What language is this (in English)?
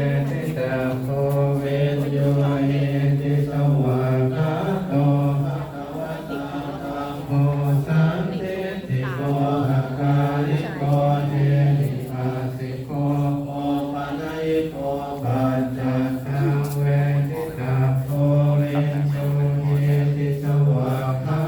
Pali